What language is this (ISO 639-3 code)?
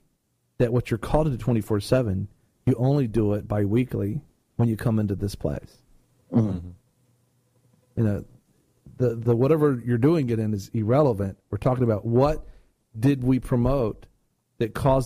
eng